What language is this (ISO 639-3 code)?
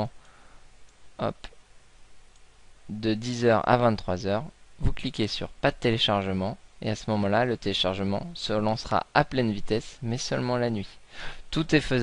fra